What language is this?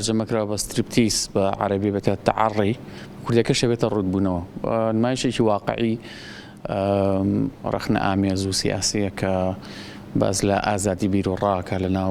Central Kurdish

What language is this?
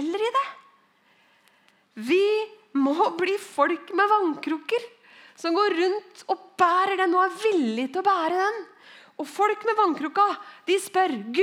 Norwegian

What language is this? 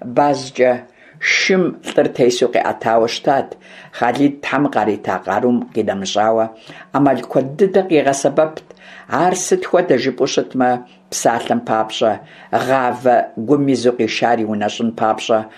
Kabardian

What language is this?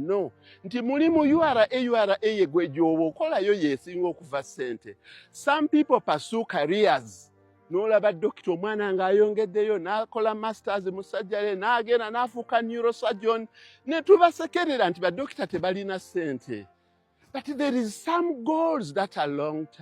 Ganda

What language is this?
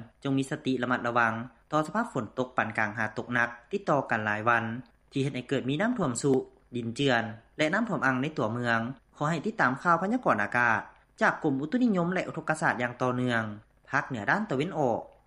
Lao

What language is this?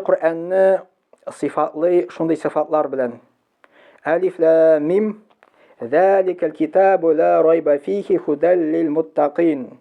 Tatar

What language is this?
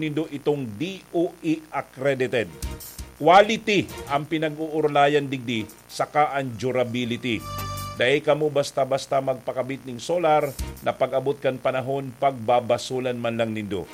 Bikol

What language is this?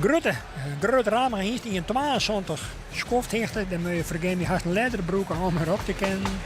Western Frisian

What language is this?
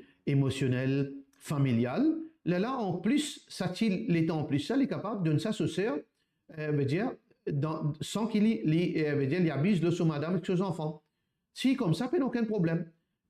Morisyen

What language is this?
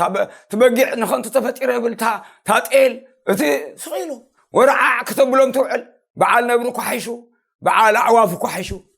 Tigrinya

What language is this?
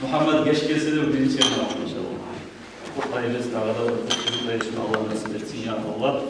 Kumyk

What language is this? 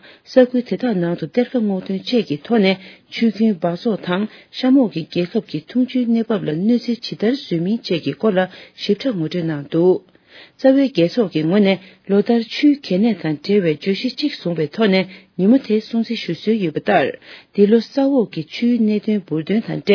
Tibetan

